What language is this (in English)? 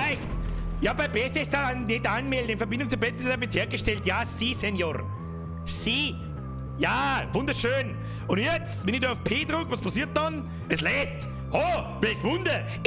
Bavarian